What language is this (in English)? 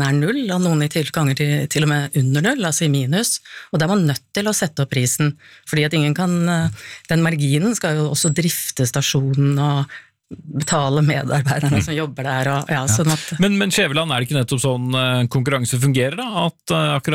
Norwegian